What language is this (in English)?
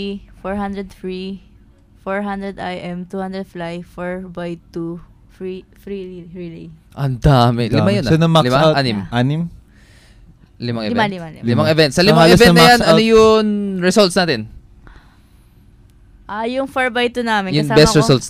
Filipino